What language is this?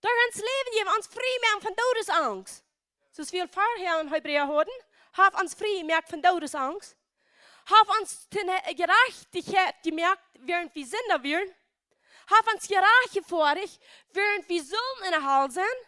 Plautdietsch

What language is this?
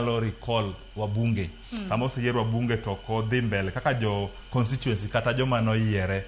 Luo (Kenya and Tanzania)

